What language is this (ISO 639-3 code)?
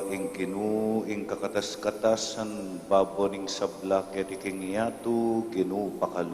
pam